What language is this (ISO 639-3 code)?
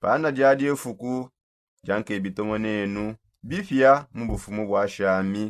sop